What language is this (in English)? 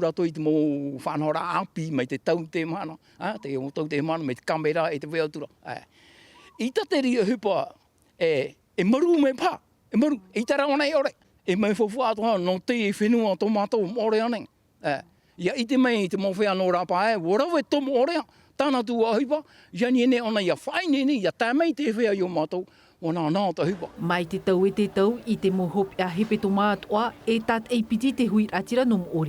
Tahitian